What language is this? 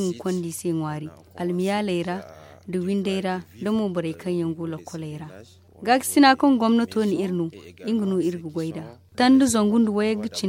Zarma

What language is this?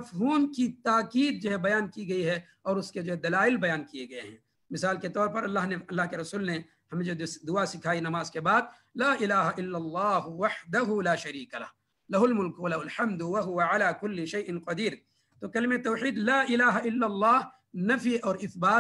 Urdu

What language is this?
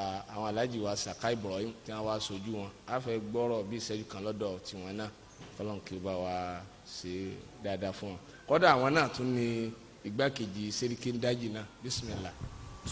Yoruba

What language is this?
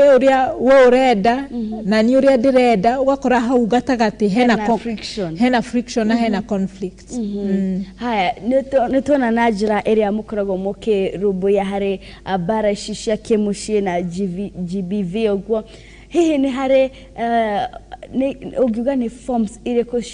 Kikuyu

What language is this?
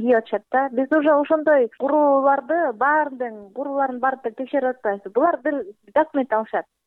Kyrgyz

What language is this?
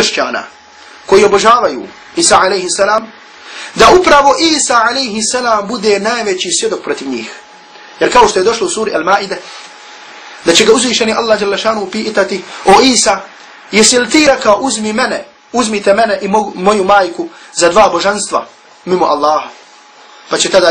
Bosnian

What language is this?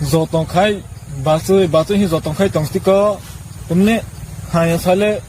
Kok Borok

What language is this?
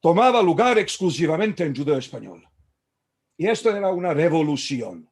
Ladino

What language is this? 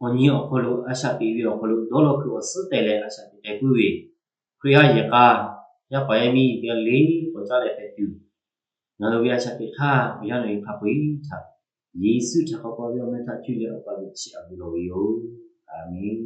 Lahu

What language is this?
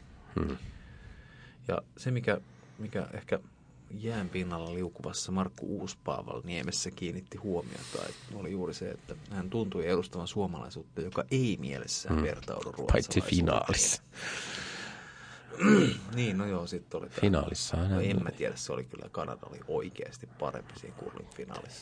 Finnish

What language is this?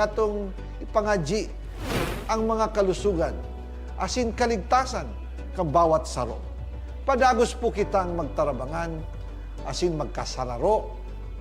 Bikol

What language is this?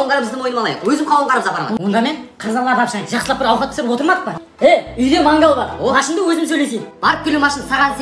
Kara-Kalpak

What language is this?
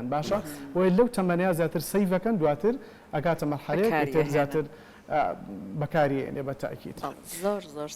Central Kurdish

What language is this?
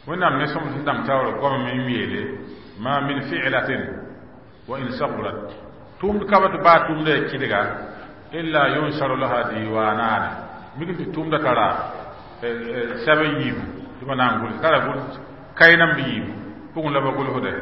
Mossi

